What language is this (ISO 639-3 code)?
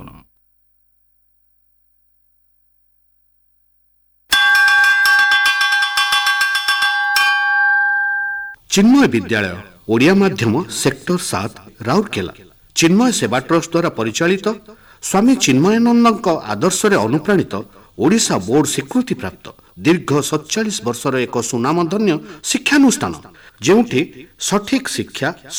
ori